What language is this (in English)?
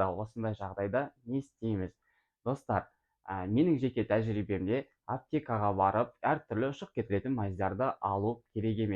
Kazakh